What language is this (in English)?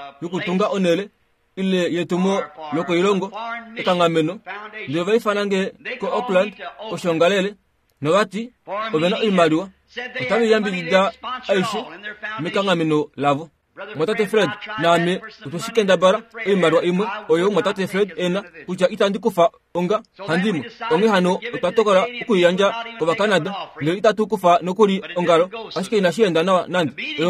Kuanyama